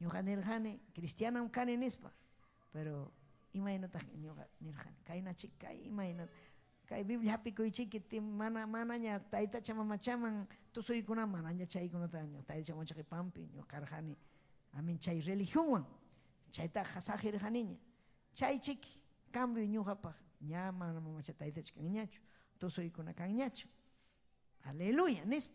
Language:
Ayacucho Quechua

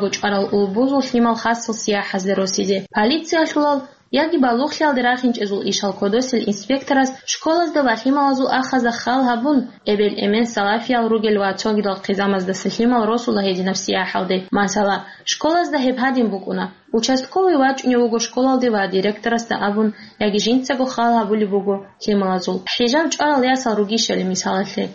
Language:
Avaric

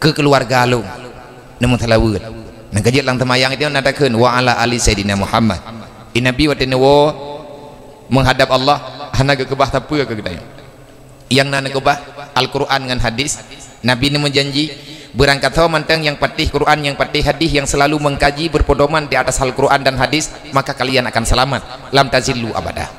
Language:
Achinese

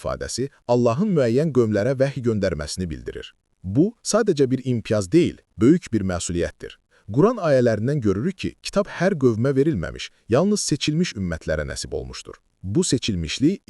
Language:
Azerbaijani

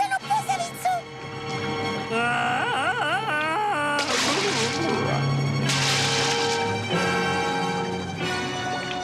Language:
Serbian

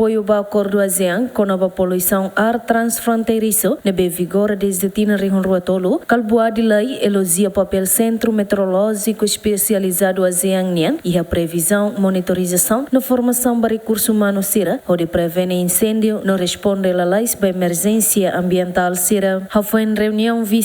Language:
Tetum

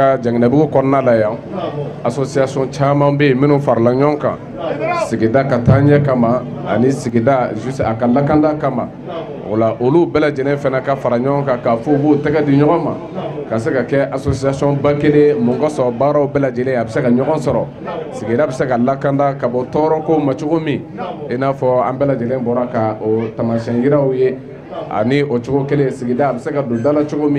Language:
Bambara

